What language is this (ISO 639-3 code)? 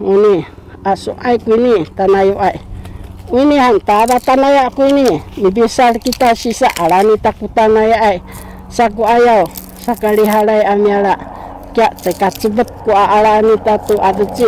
szy